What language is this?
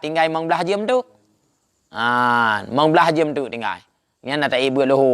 Achinese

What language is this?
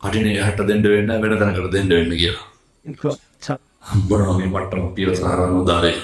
Sinhala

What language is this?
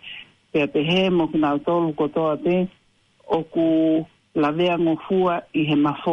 Tongan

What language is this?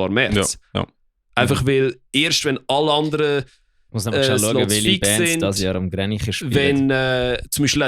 Swiss German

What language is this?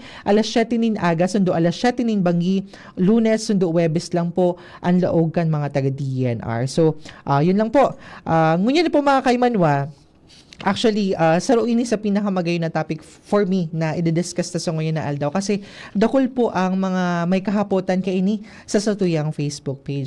Bikol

